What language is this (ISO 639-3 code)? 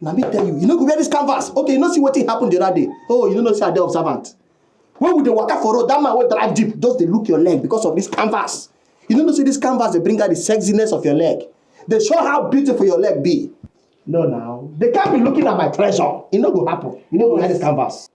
pcm